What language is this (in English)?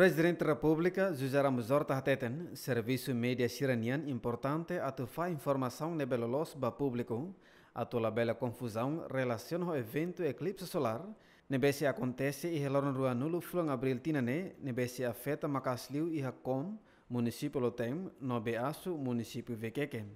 Tetum